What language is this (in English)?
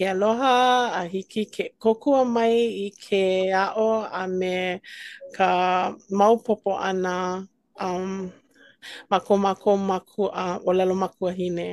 Hawaiian